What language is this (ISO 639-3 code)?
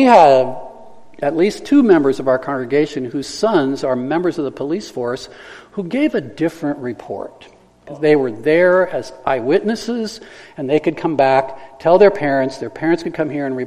eng